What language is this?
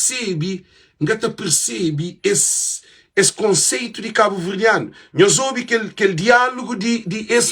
Kabuverdianu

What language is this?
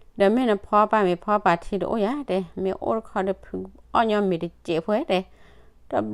S'gaw Karen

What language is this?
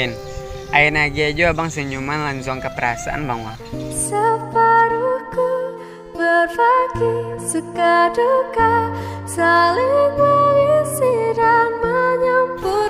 Minangkabau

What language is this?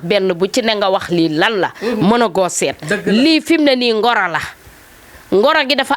Wolof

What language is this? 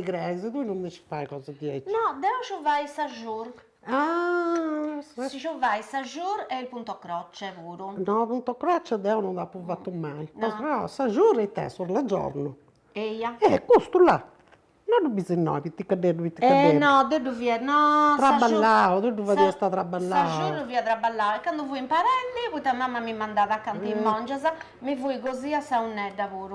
Sardinian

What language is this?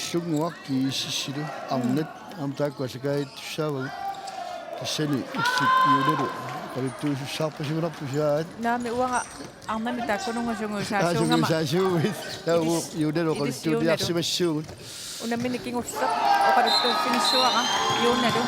Kalaallisut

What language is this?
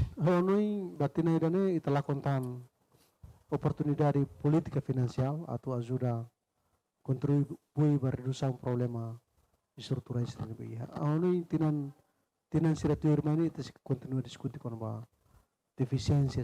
Tetum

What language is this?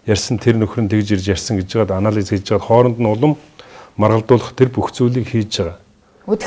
Mongolian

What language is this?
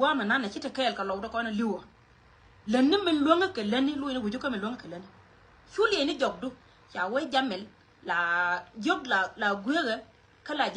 Nuer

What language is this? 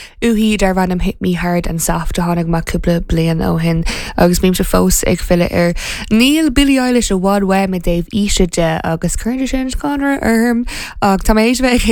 Irish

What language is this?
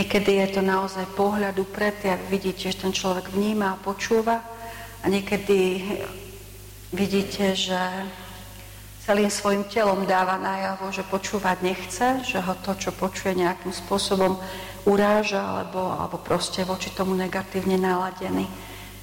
Slovak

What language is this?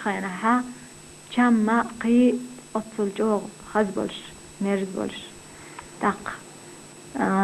Chechen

